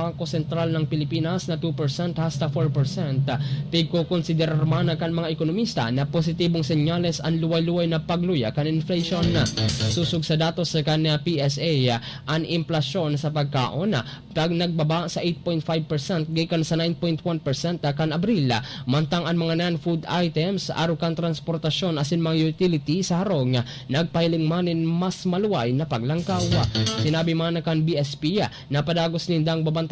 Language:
Bikol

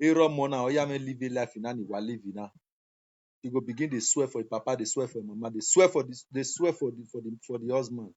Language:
Nigerian Pidgin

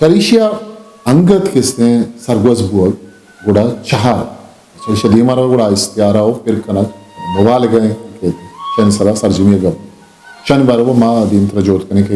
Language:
Eastern Balochi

